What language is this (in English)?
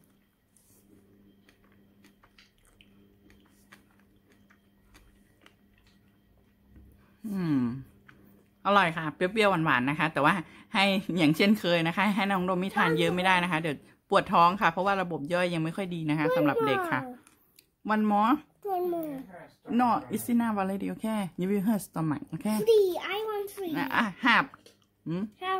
Thai